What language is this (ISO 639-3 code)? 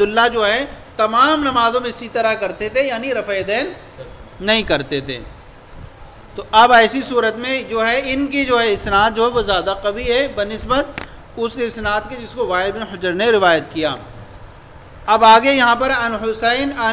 urd